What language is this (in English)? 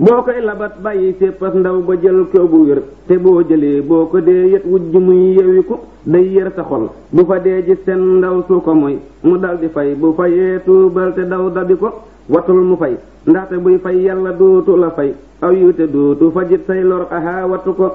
Wolof